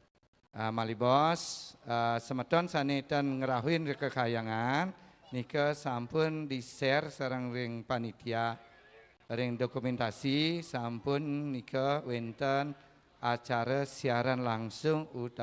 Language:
Balinese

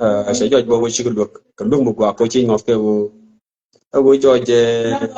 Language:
Nuer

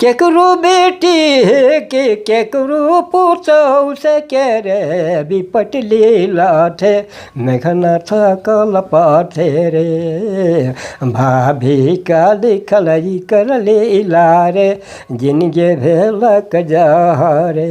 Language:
Sadri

